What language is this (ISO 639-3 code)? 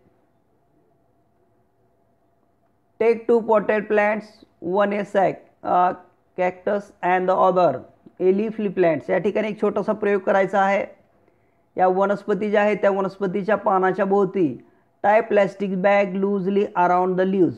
mar